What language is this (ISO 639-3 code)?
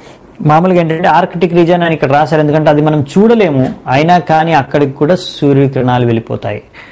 tel